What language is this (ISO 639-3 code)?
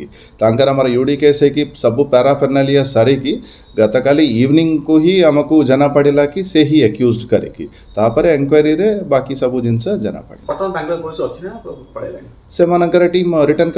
ori